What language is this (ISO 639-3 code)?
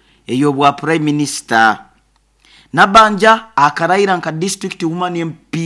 nyo